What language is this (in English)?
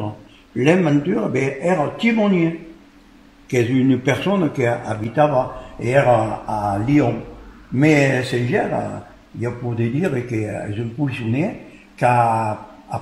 Occitan